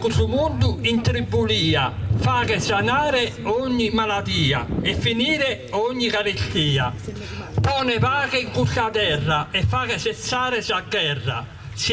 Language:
Sardinian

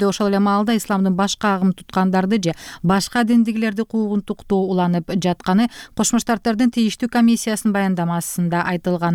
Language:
Kyrgyz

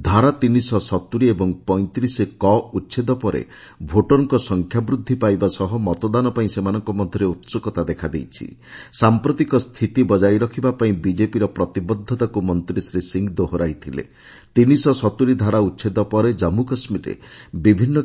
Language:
Odia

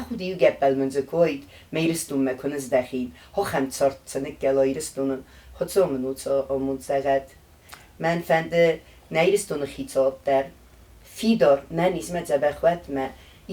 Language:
Ossetic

